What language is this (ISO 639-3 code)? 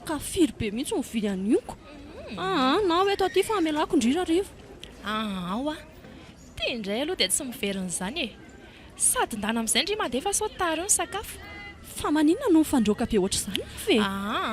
mlg